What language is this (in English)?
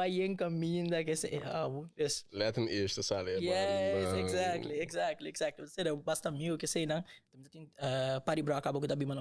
Papiamento